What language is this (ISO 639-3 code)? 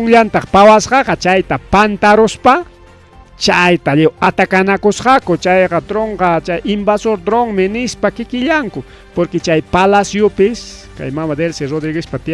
quy